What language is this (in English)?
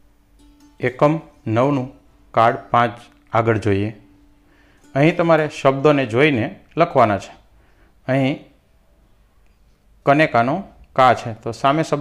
Gujarati